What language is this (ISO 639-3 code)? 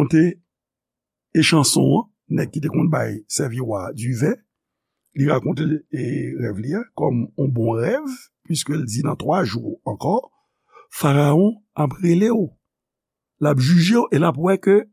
hat